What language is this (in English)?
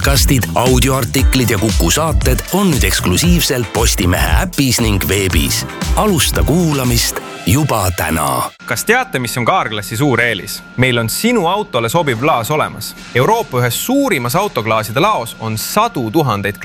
Estonian